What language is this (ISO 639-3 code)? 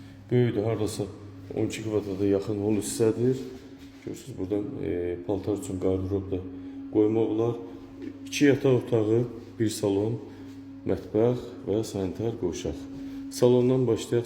aze